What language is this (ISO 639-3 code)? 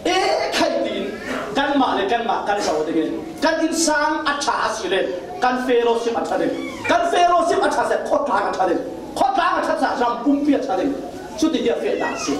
cfm